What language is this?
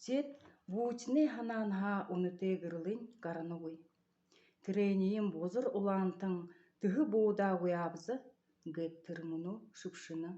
Buriat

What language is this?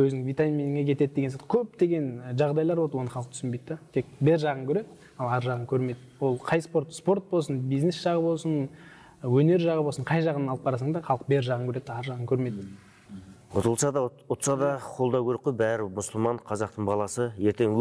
Kazakh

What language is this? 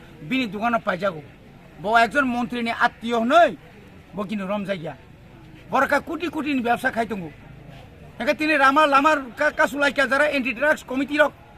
Kok Borok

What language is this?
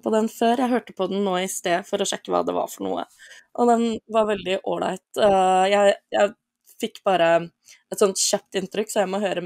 Norwegian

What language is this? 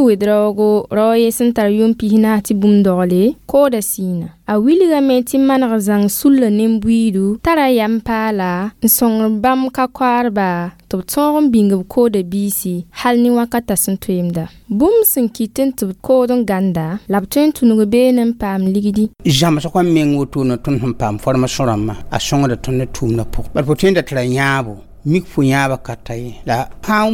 Mossi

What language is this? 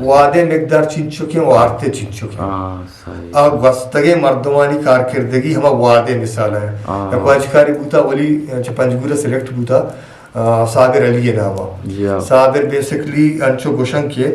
Eastern Balochi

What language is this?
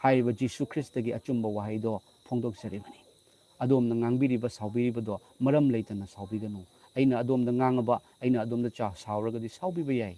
Manipuri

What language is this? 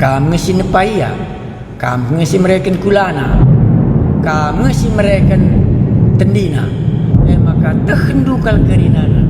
Batak Karo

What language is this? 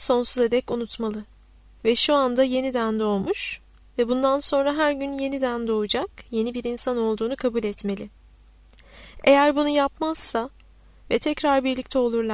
Turkish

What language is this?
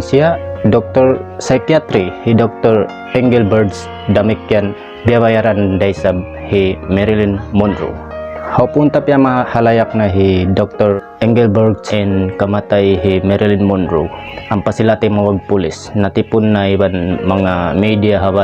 Tausug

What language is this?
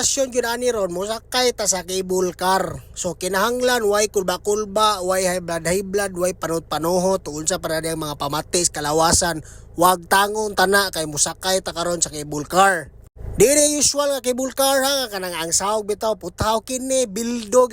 Cebuano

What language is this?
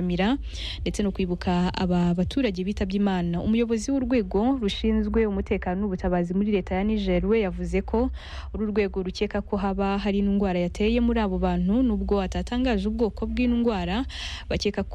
Kinyarwanda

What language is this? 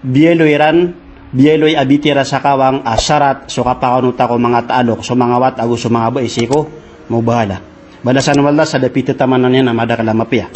Maranao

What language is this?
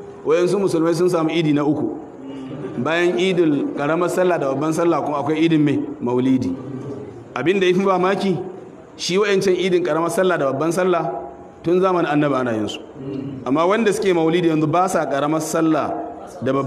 Hausa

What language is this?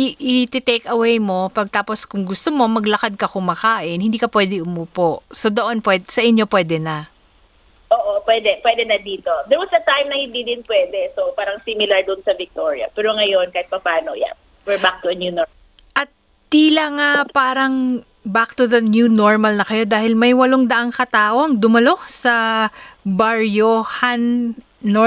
Filipino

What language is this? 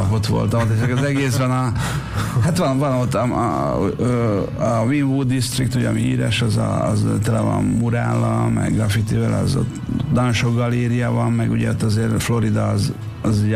Hungarian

